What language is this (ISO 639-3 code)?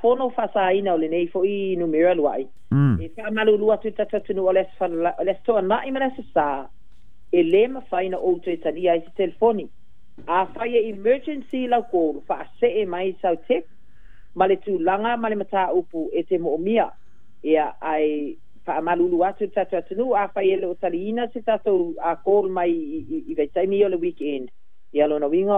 smo